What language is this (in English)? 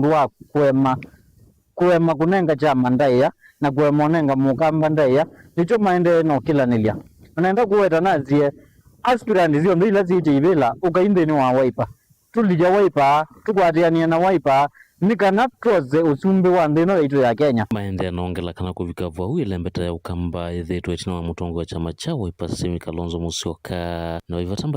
Kamba